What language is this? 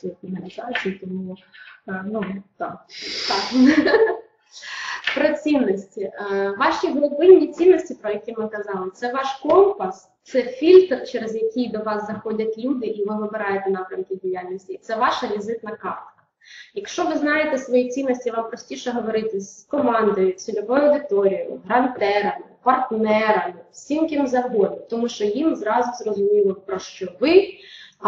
Ukrainian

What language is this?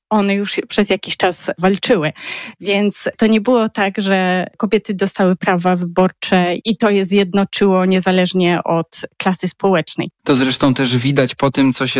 Polish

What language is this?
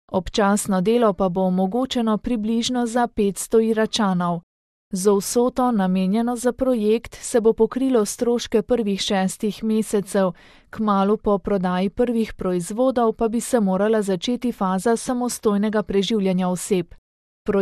Slovenian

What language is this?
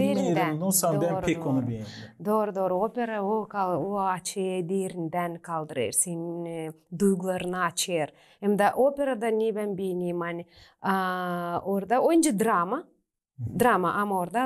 Gagauz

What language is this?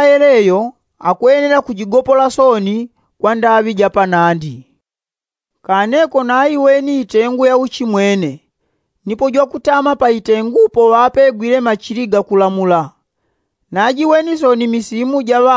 Yao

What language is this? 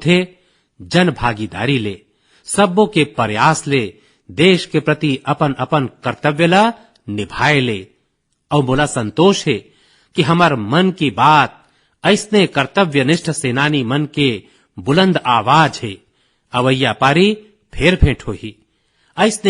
Chhattisgarhi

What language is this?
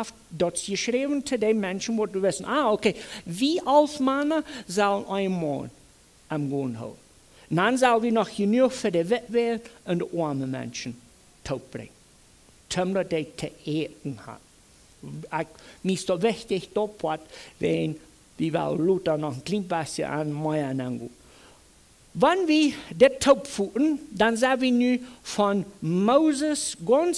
Plautdietsch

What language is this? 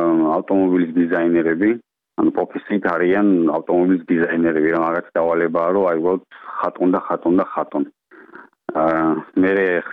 Georgian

